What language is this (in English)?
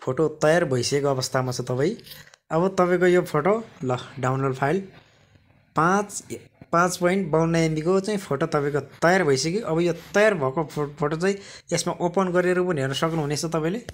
Nepali